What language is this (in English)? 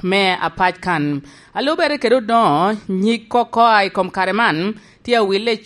Lango (Uganda)